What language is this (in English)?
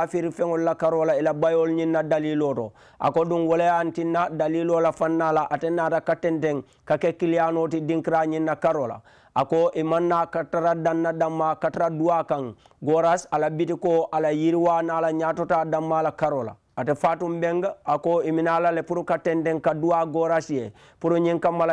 Mandingo